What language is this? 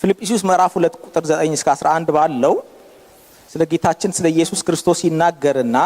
Amharic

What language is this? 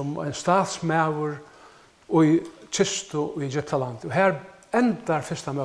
Faroese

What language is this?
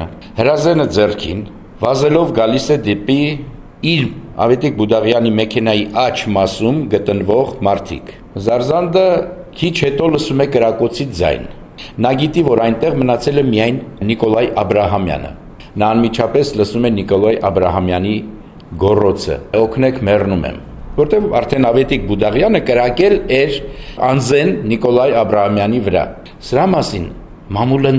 Armenian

